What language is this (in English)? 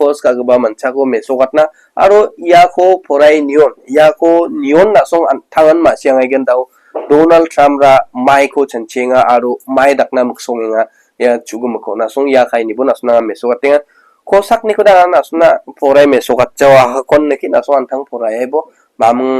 Garo